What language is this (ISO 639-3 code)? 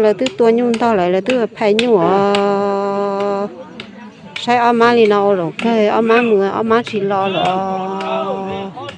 hmn